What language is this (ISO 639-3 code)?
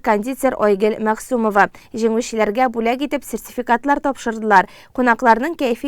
tat